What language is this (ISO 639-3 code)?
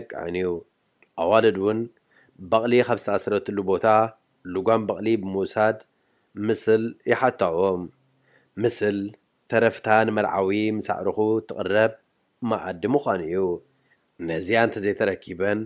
tir